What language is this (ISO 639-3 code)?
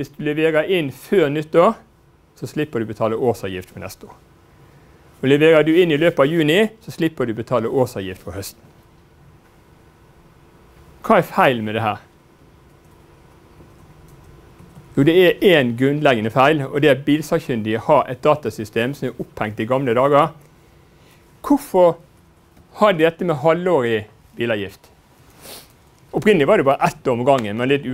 nor